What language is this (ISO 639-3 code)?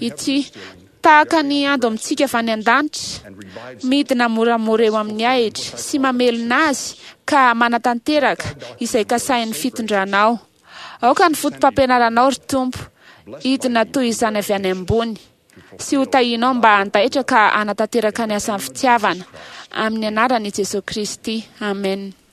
mlg